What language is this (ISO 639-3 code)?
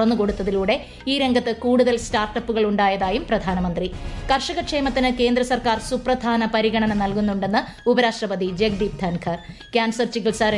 mal